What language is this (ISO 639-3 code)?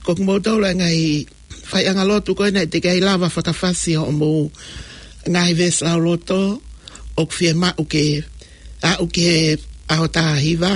ton